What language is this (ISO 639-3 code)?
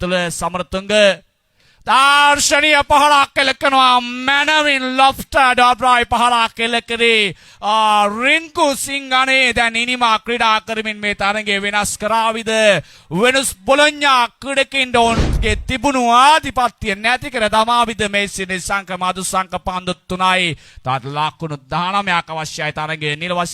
sin